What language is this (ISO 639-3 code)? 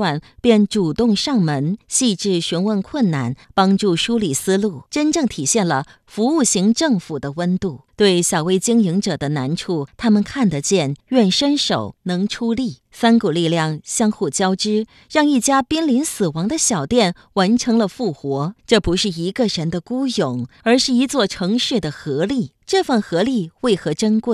zho